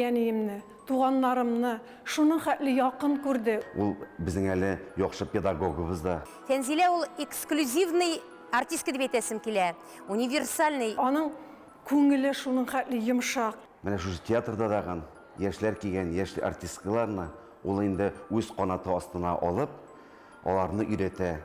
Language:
Tatar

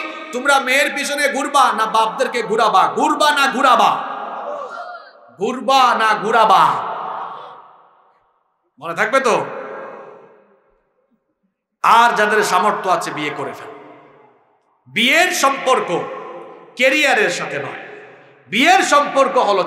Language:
Bangla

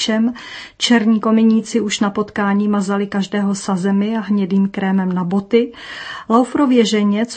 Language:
Czech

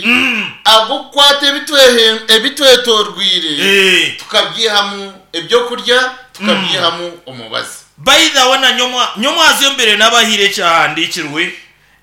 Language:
Nyankole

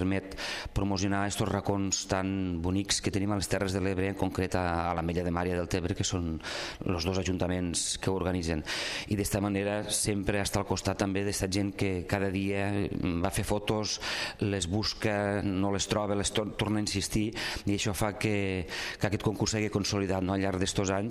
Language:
Catalan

